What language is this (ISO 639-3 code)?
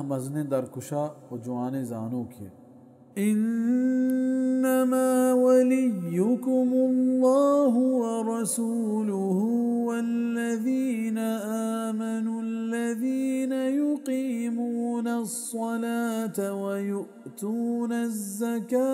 bal